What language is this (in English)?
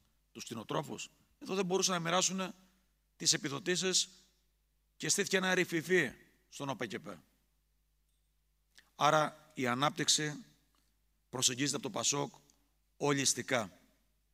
Greek